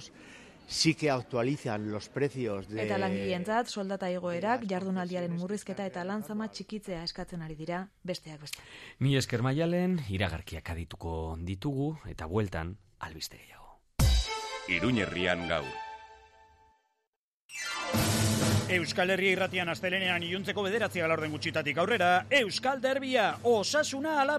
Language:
Basque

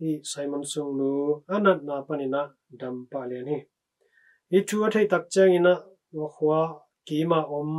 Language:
Tedim Chin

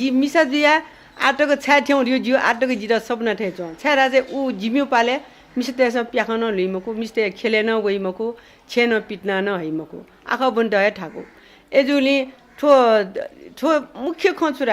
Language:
Newari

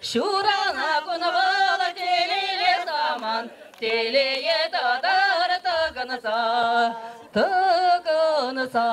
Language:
Chuvash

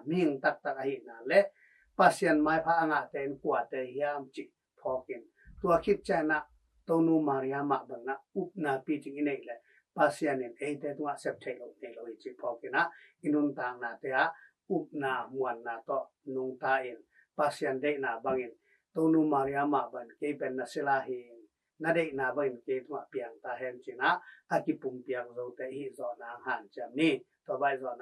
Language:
Tedim Chin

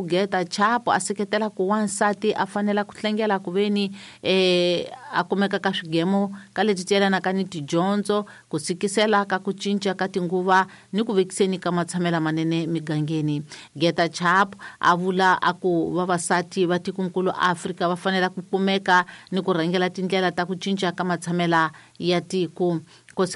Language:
Tsonga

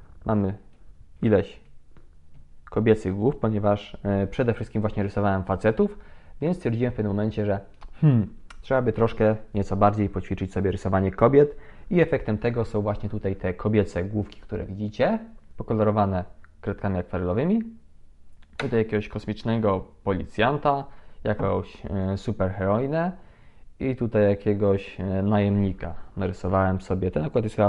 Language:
Polish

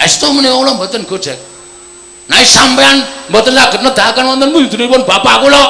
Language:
Javanese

